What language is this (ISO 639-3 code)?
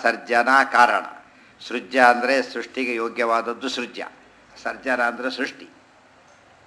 kan